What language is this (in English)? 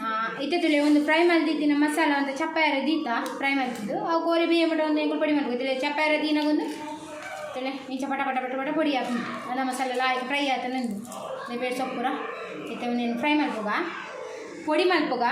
Tulu